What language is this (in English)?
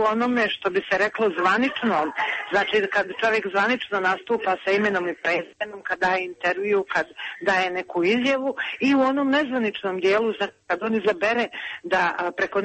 Serbian